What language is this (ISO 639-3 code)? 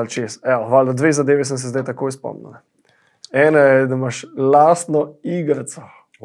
slv